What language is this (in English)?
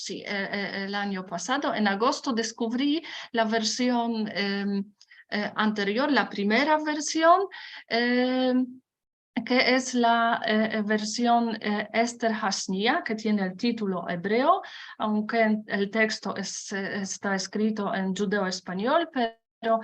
Ladino